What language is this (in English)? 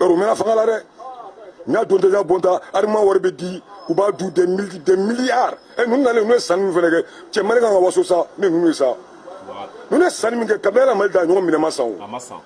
Bambara